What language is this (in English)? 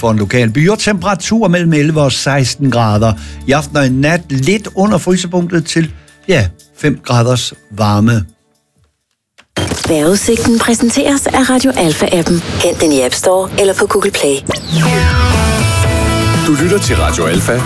Danish